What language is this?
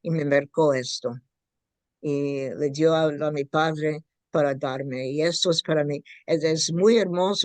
Ladino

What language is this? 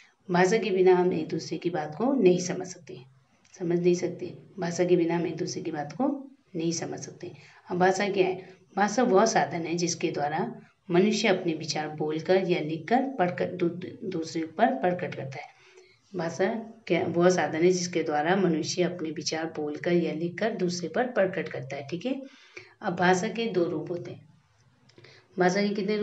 Hindi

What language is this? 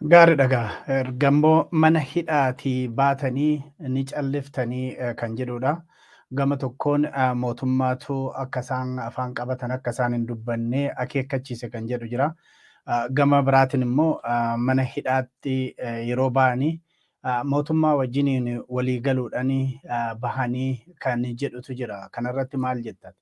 Oromo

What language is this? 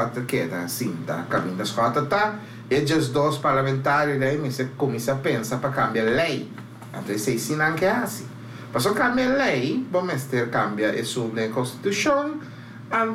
Papiamento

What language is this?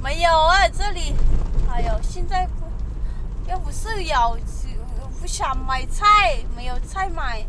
Hmong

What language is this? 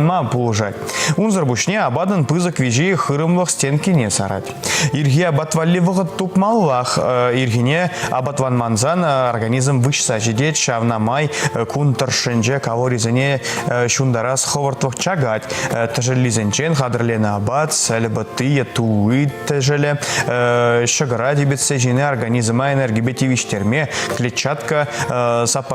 Chuvash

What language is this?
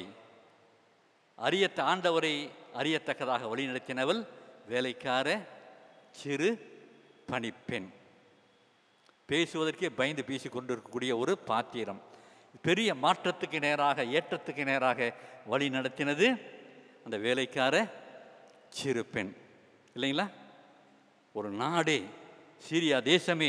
Tamil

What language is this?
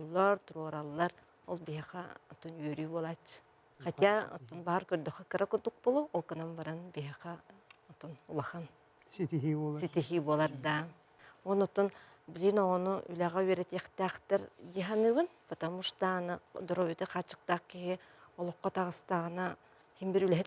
Yakut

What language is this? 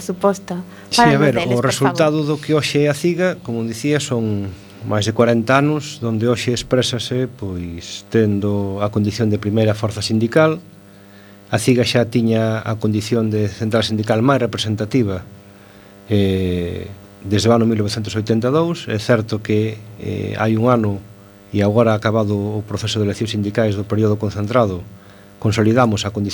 Galician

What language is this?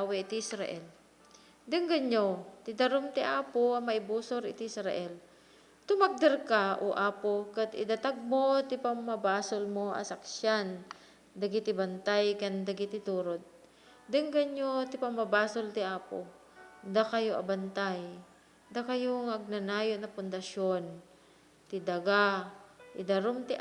Iloko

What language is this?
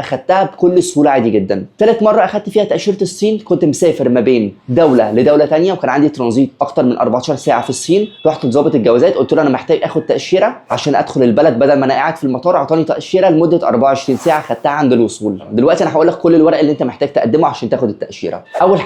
Egyptian Arabic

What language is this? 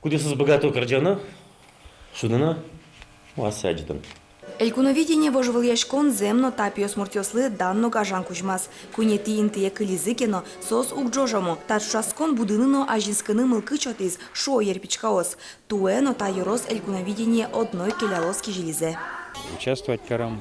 Udmurt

